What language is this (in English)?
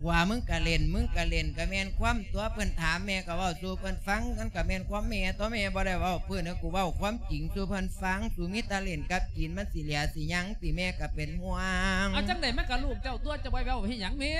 Lao